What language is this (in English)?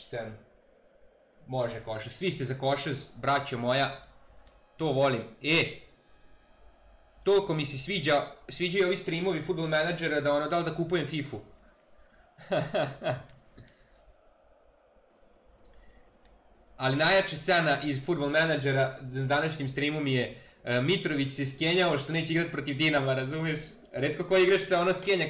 Serbian